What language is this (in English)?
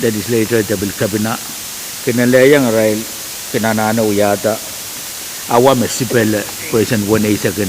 Pohnpeian